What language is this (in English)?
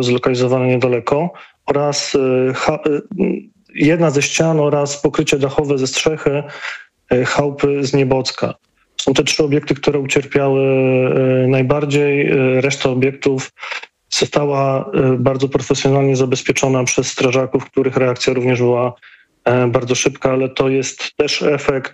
Polish